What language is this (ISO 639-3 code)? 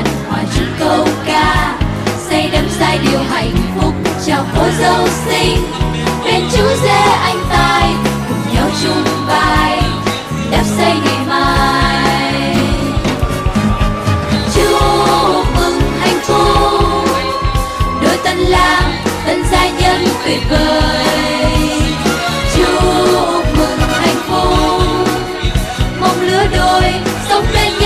vie